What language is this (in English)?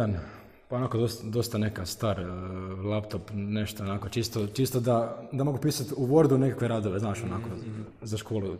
Croatian